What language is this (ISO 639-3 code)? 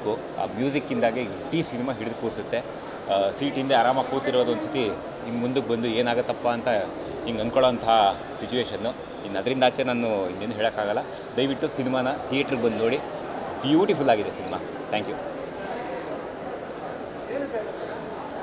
kan